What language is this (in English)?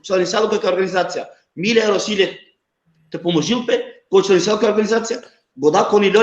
Balkan Romani